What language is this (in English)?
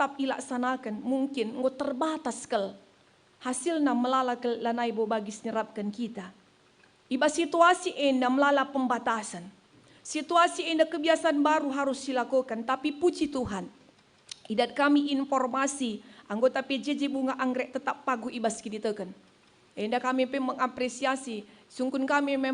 Batak Karo